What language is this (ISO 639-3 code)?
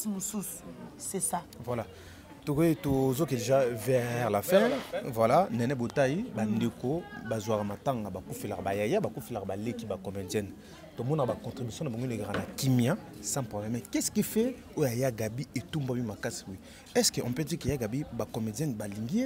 lin